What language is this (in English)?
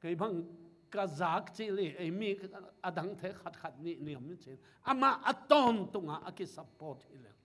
Tedim Chin